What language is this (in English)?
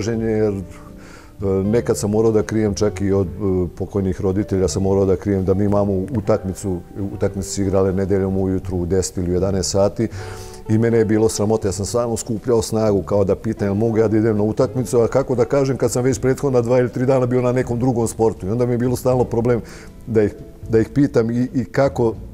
Serbian